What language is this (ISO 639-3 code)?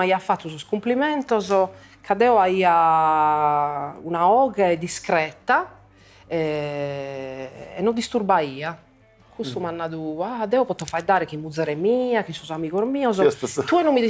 srd